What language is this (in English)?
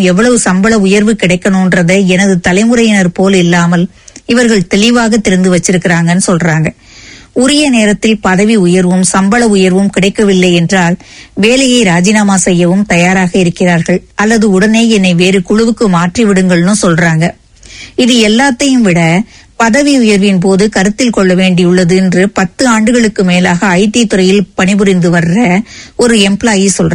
Tamil